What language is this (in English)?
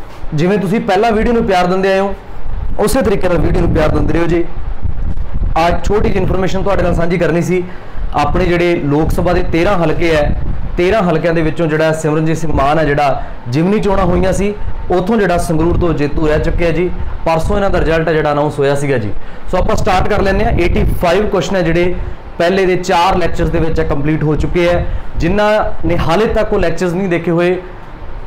Punjabi